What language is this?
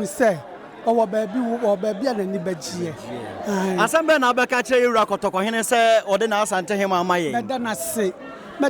Akan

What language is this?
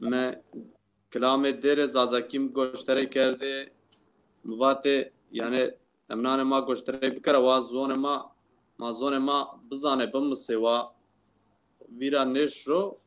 Zaza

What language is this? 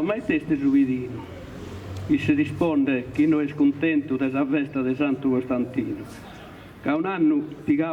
Sardinian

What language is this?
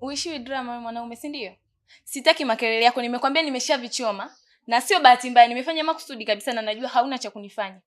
Swahili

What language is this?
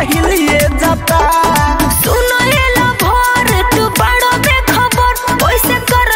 Bhojpuri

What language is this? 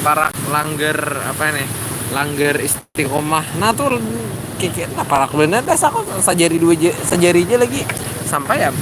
Banjar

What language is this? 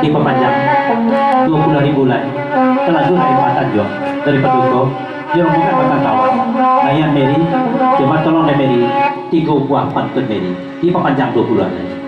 Minangkabau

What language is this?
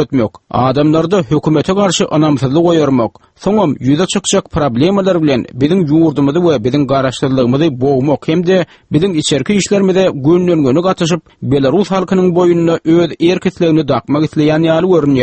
Turkmen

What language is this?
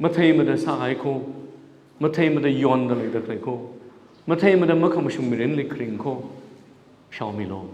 Tangkhul Naga (India)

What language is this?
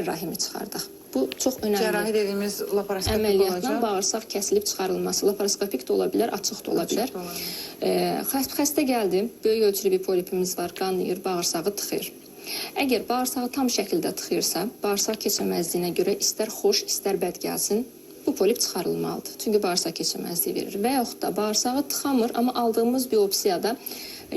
Azerbaijani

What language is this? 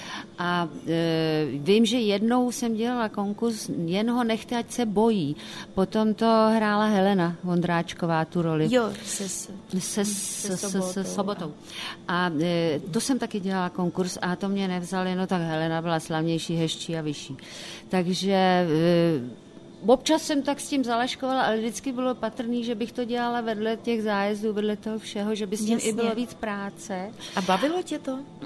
Czech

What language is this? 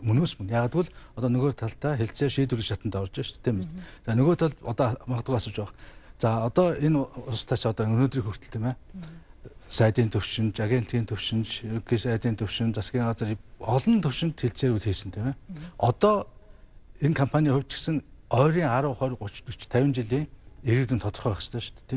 Mongolian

